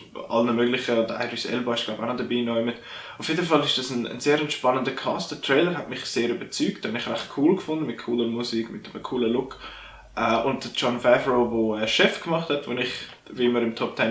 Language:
Swiss German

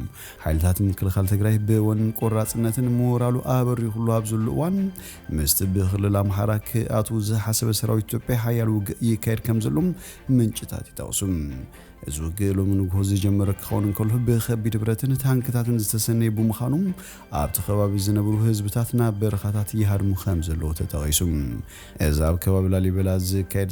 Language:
Tigrinya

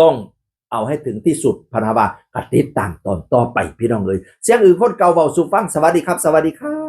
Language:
Northeastern Thai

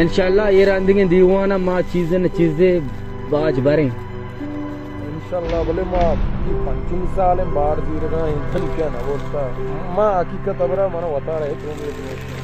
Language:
Baluchi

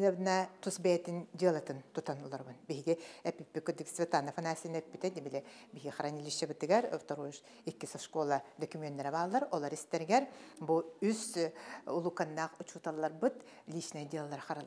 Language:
Yakut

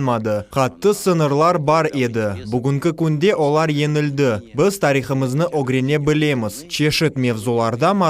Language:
Crimean Tatar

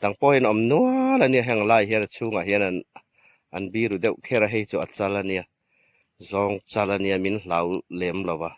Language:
Hmar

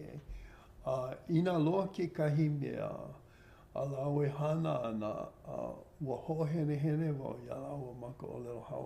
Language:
Hawaiian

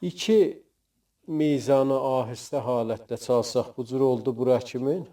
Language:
South Azerbaijani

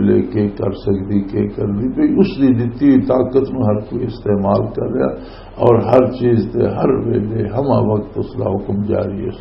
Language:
Western Panjabi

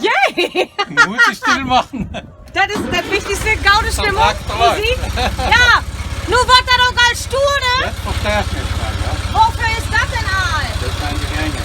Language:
Low German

